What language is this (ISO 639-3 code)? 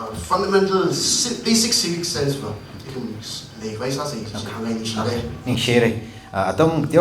nmf